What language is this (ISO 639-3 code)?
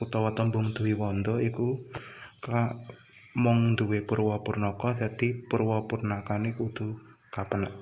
jav